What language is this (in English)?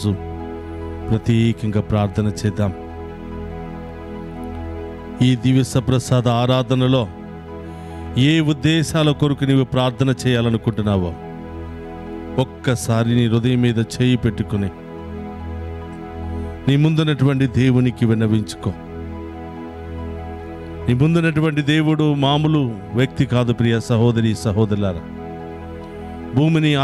Telugu